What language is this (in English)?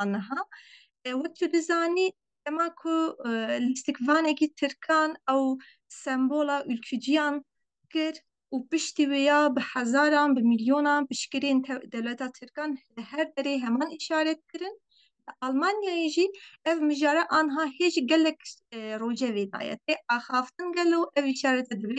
Kurdish